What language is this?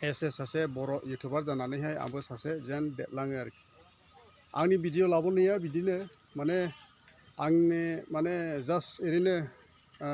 Bodo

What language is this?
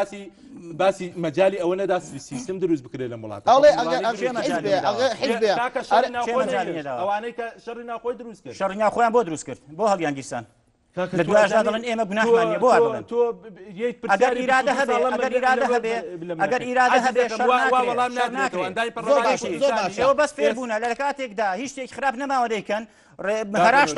Central Kurdish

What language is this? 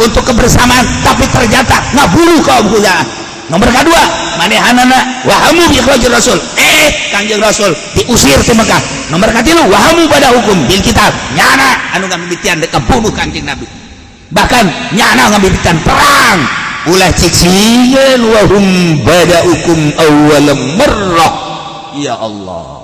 Sundanese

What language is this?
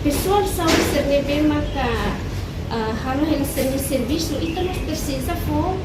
Tetum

